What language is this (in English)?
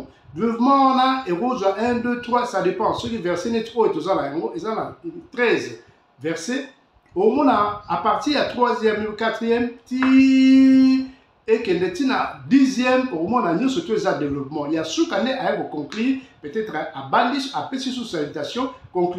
Lingala